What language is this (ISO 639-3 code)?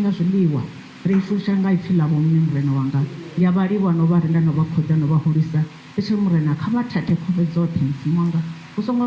ven